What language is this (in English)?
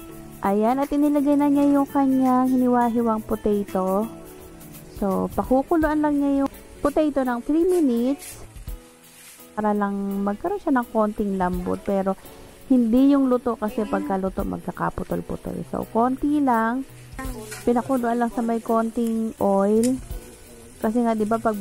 Filipino